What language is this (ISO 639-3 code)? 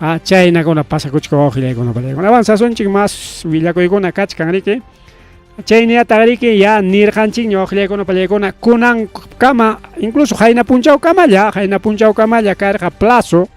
quy